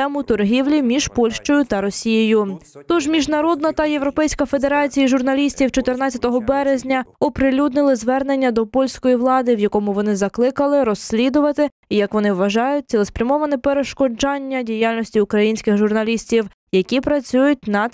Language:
Ukrainian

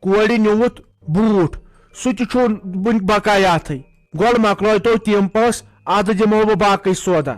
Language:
Kashmiri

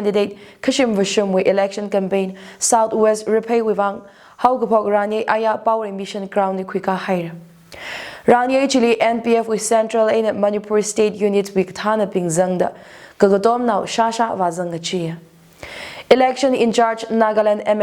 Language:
Tangkhul Naga (India)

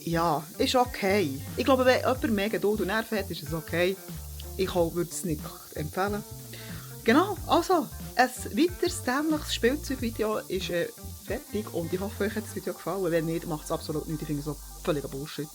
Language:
Swiss German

